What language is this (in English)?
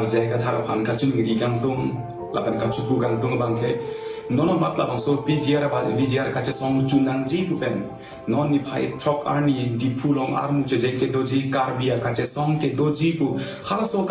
Karbi